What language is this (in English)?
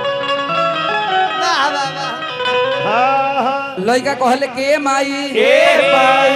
Bhojpuri